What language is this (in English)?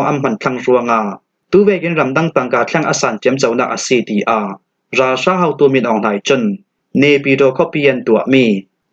Falam Chin